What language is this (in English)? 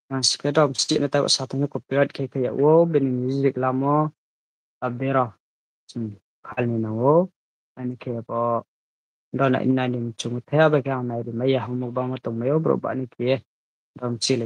Riang (India)